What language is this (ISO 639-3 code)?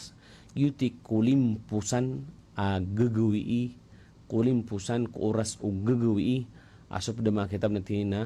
mrw